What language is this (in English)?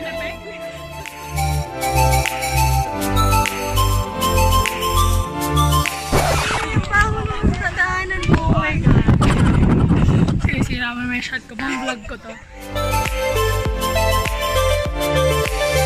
Filipino